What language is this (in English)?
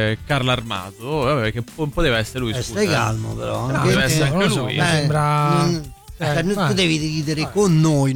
Italian